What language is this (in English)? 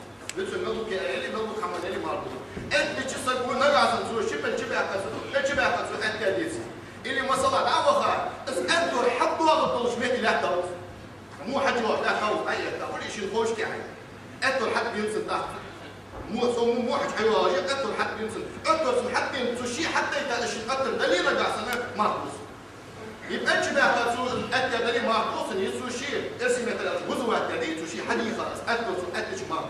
Ingush